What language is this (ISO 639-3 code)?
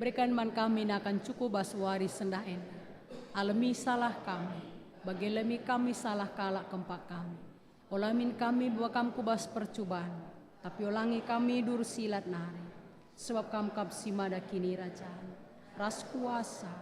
btx